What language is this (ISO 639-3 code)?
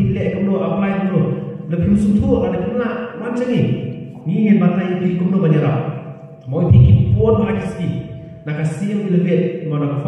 kha